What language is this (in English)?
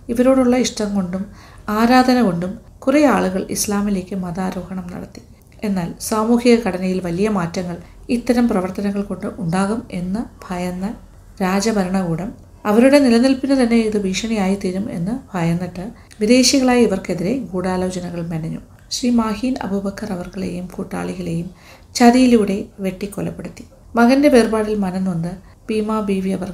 Malayalam